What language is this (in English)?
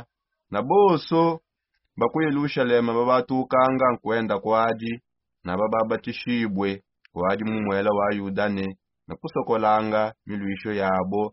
Songe